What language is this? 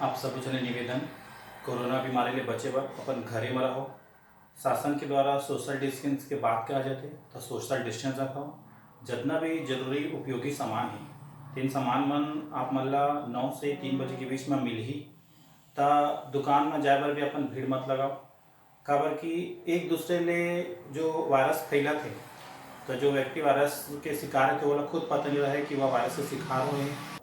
Chhattisgarhi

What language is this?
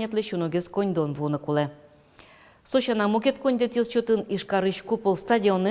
Udmurt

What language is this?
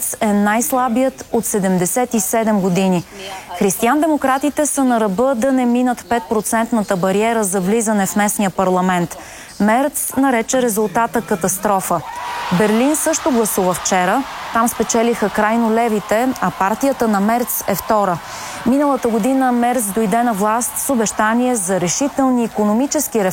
Bulgarian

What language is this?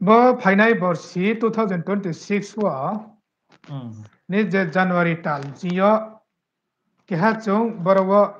Riang (India)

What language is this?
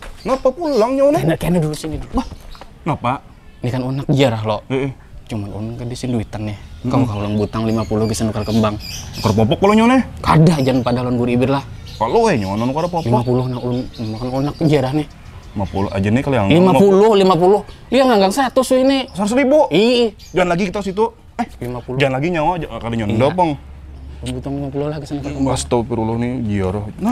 Banjar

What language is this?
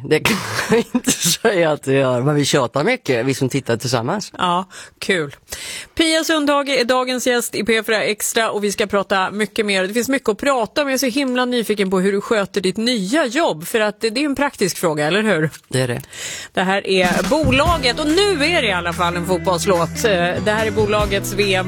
Swedish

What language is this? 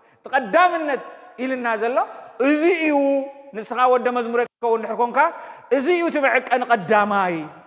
Tigrinya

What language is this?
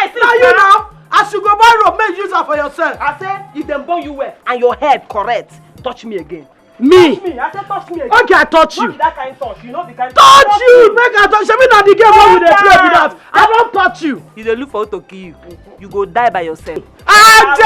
Nigerian Pidgin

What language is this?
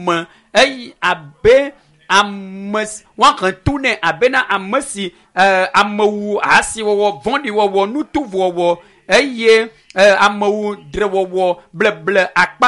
Ewe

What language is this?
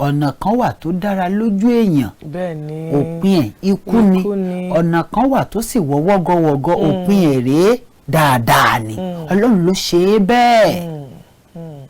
Yoruba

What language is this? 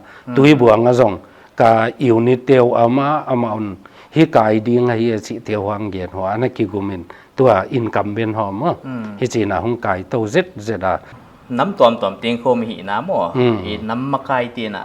Paite Chin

